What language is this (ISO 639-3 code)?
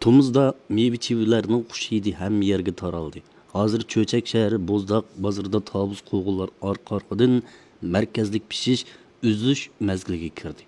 uig